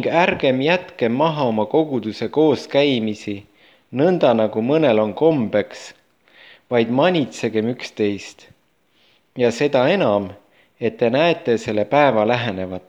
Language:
Estonian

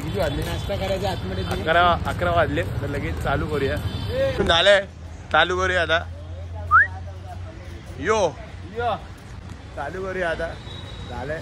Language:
Marathi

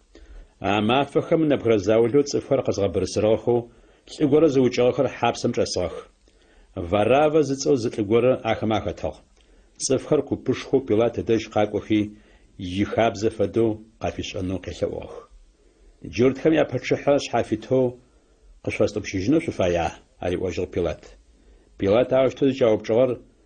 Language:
Adyghe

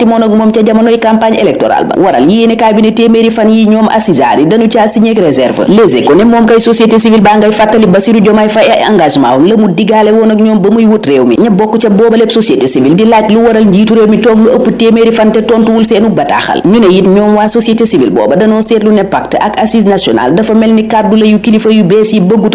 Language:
Wolof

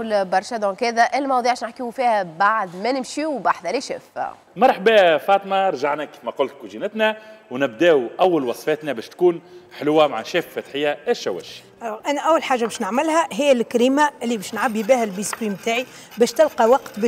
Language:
Tunisian Arabic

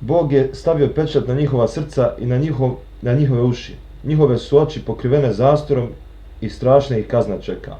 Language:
Bosnian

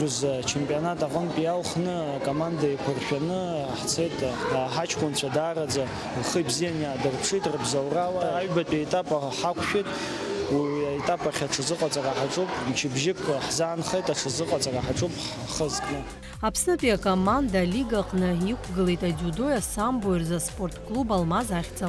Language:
Abkhazian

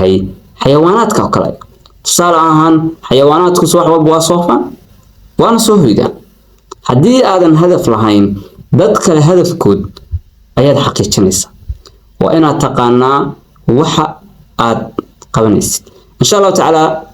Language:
Somali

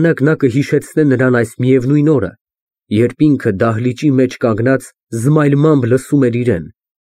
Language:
Armenian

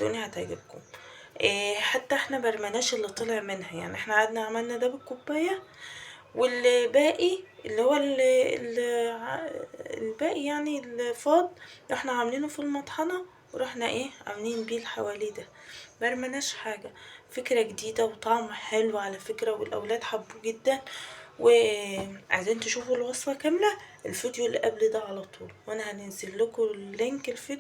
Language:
Egyptian Arabic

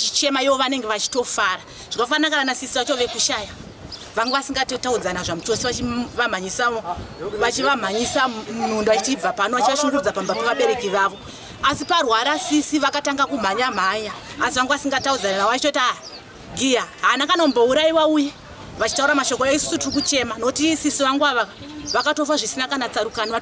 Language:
Shona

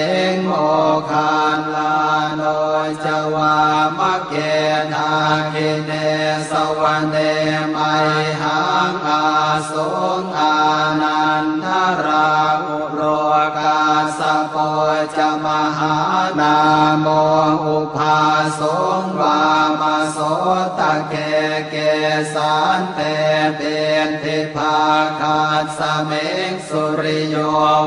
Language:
Pali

